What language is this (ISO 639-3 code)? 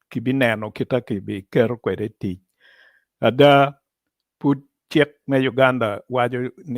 ach